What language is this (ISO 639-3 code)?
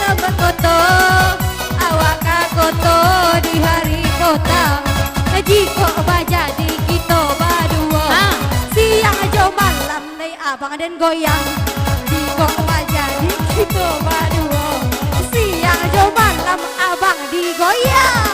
min